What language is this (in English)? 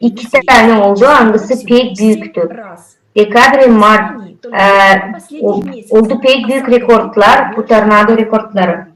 Gagauz